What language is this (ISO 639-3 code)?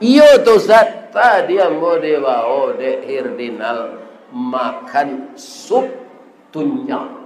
min